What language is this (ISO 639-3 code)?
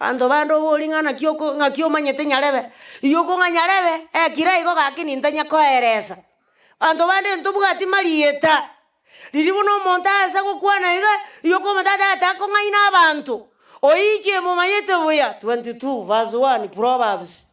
guz